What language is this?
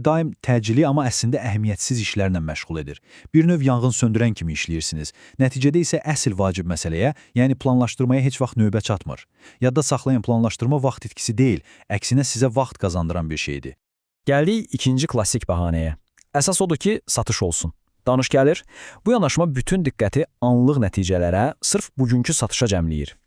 Azerbaijani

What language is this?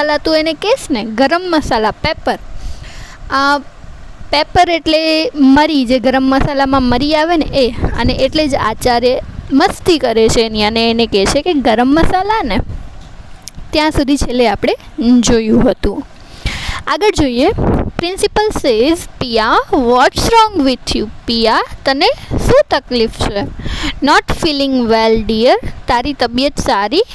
Gujarati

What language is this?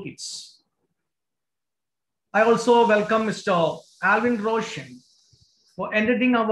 Malayalam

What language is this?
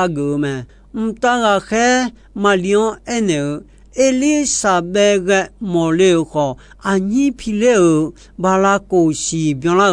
Akha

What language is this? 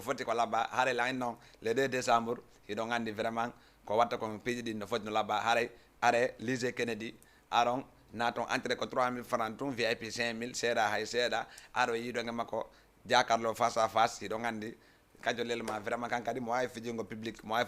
Fula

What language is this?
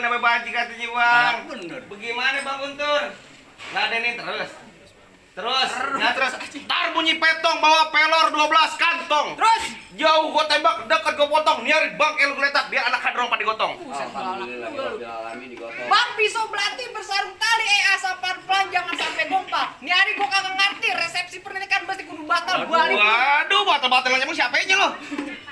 Betawi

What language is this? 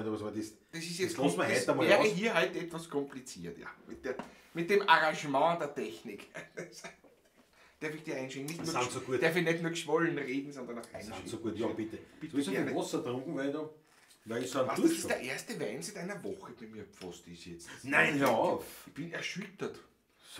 Bavarian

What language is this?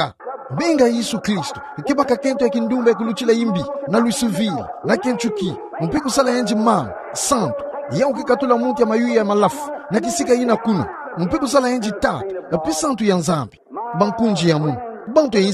Kituba (Democratic Republic of Congo)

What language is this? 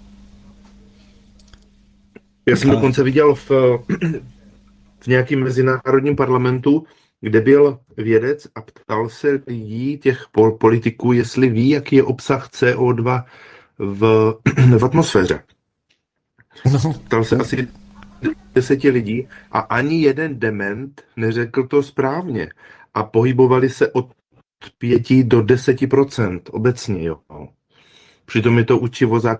Czech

